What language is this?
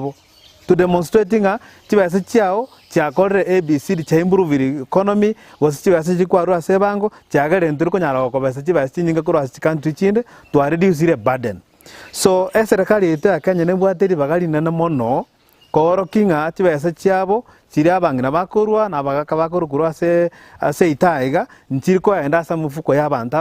Gusii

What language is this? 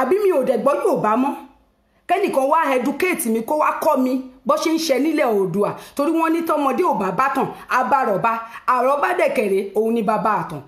Yoruba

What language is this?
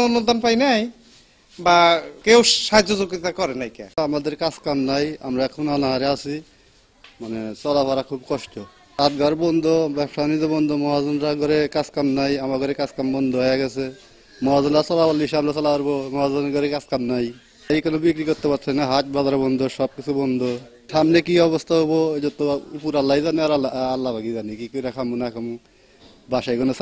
Bangla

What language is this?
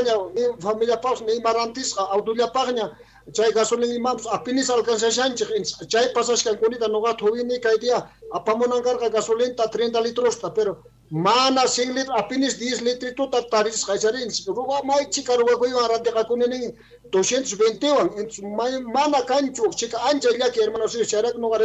South Bolivian Quechua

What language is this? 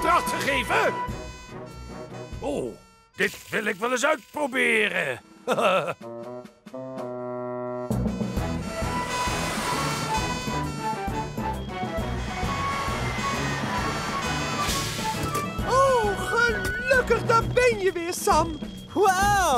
Dutch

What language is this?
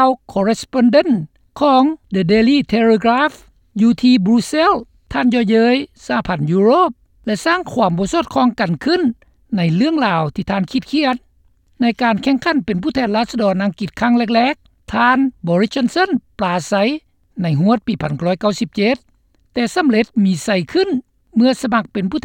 Lao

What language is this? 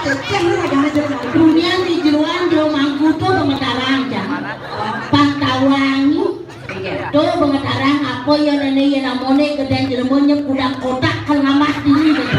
Balinese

